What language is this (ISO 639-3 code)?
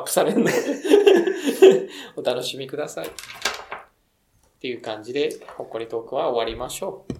jpn